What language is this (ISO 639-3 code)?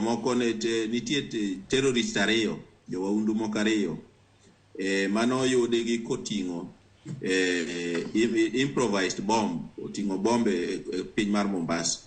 luo